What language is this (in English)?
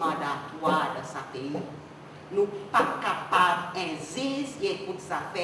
Seselwa Creole French